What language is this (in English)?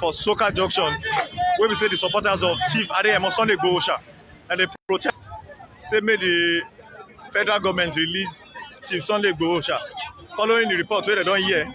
Nigerian Pidgin